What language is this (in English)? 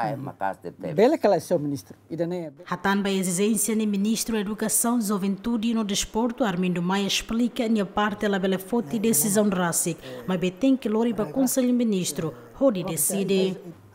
Tetum